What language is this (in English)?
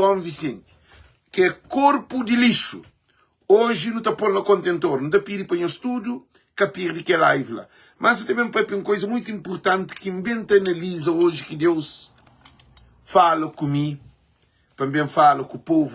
Kabuverdianu